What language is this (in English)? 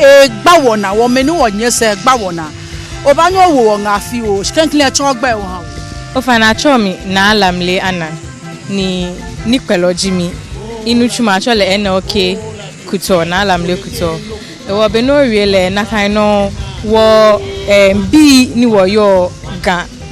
Ga